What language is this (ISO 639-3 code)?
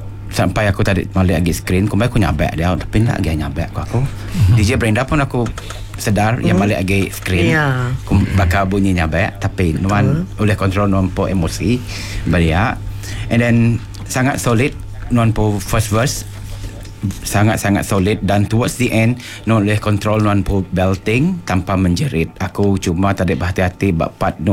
iba